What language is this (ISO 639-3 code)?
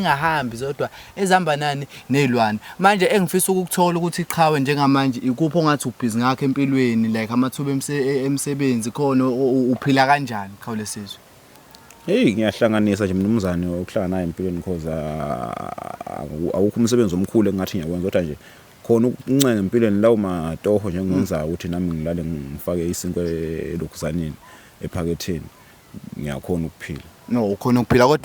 zul